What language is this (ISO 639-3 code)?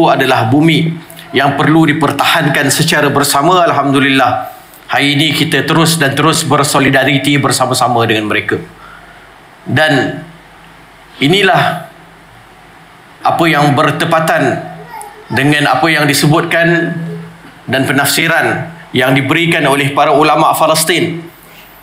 msa